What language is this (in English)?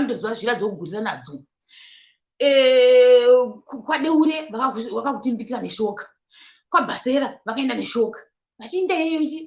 Shona